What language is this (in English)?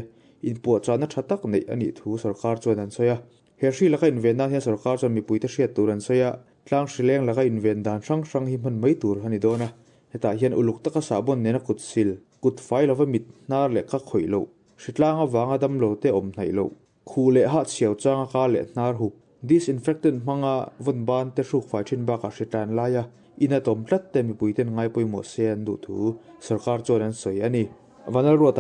Mizo